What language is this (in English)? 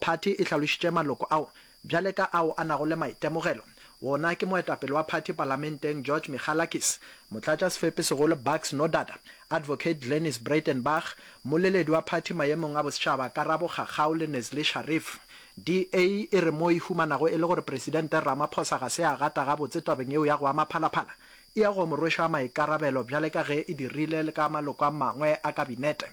Northern Sotho